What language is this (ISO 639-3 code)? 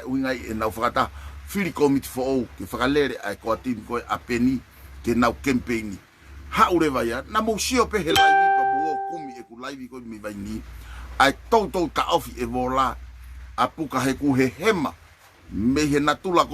ton